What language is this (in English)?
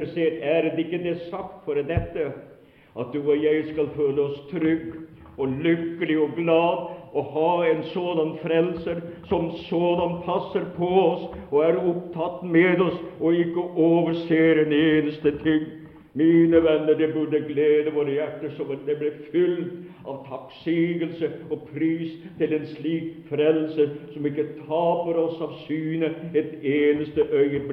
Norwegian